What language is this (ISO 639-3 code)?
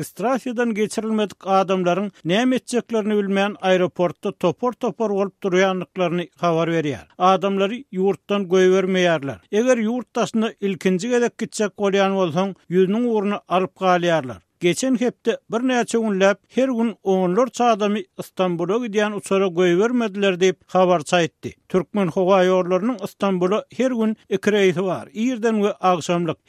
tuk